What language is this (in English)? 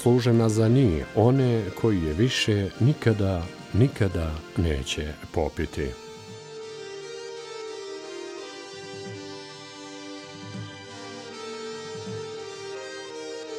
Bosnian